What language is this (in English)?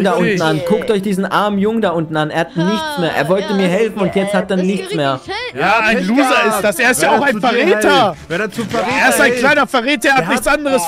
German